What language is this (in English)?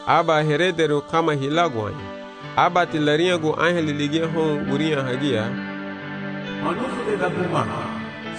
Garifuna